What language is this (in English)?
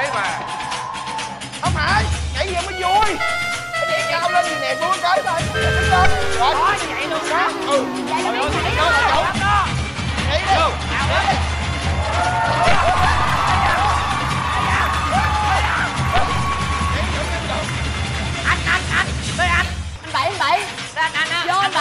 Vietnamese